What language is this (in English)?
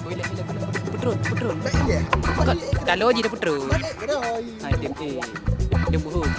Achinese